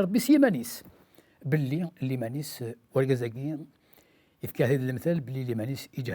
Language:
Kabyle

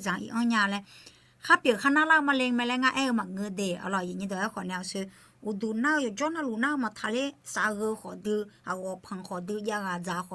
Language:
Akha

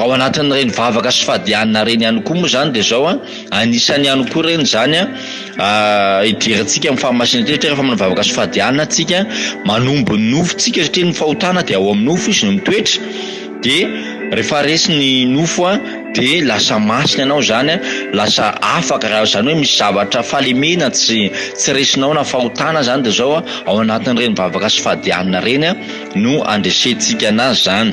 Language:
Malagasy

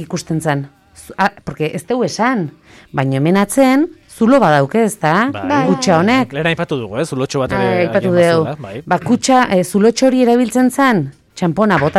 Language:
Basque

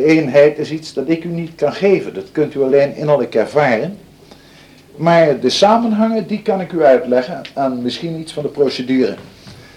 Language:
Dutch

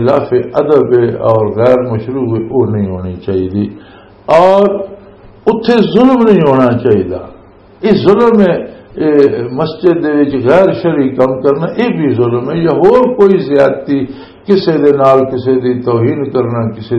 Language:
Western Panjabi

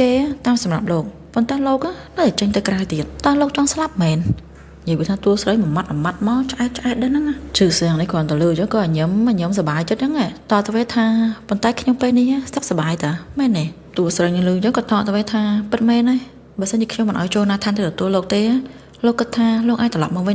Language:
Khmer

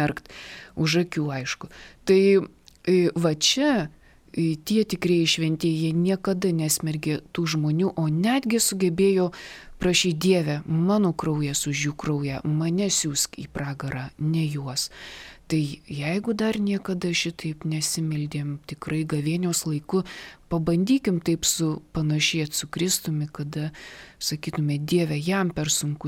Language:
Lithuanian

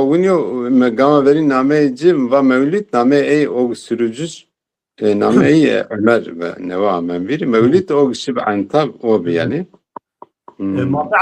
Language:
Zaza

